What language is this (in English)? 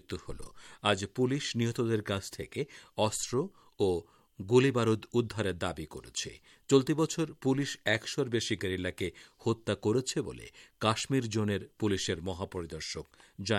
Bangla